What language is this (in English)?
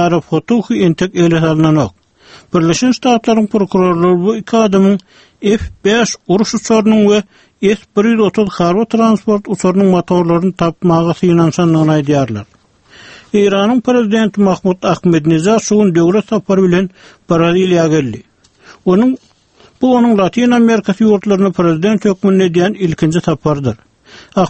Turkmen